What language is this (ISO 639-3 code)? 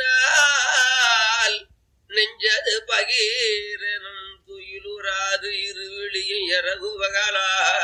tam